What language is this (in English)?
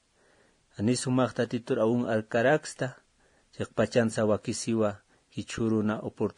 Aymara